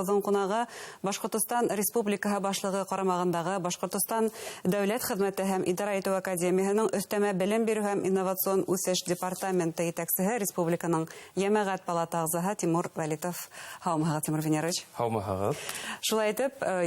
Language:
Bashkir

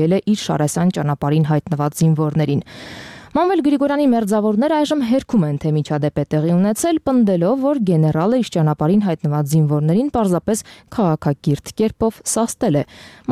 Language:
Armenian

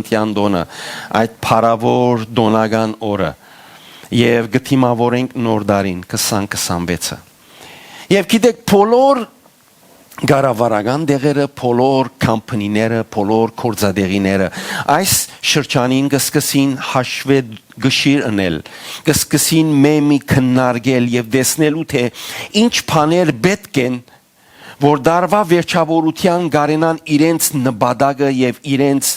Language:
Western Armenian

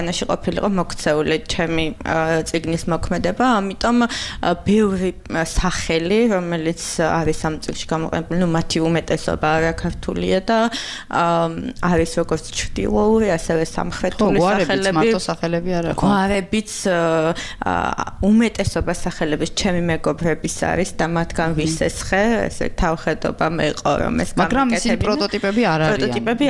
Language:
Georgian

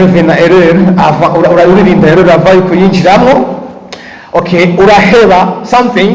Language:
Rundi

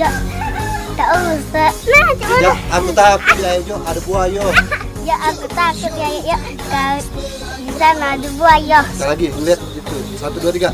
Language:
Musi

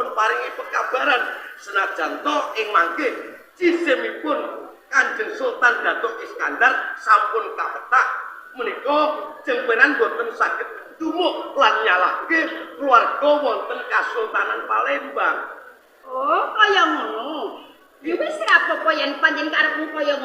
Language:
Javanese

